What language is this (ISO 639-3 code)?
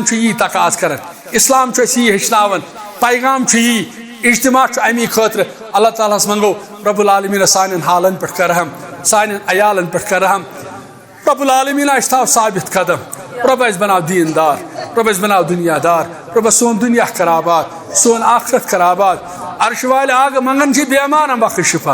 kas